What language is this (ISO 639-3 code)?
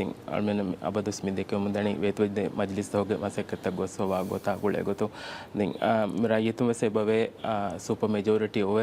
div